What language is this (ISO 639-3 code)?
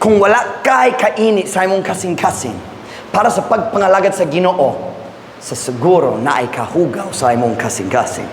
ceb